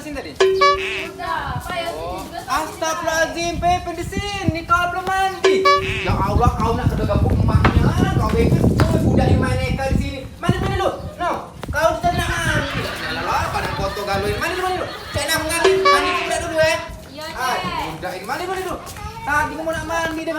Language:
Musi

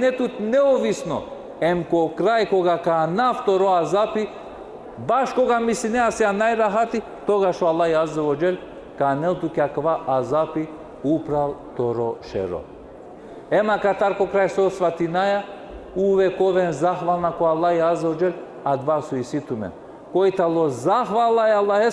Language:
Balkan Romani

